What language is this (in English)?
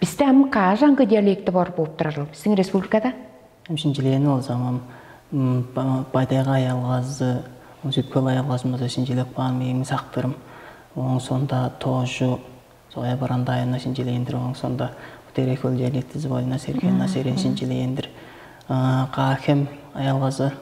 Tuvinian